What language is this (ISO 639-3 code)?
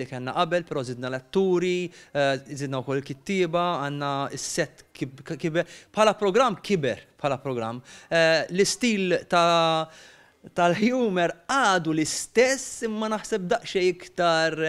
mlt